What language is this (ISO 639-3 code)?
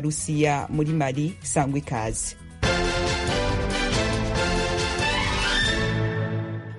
kin